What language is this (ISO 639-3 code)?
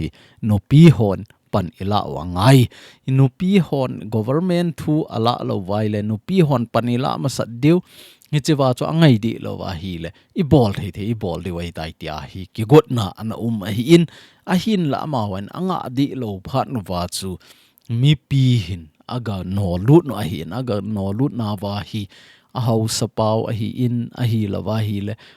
tcz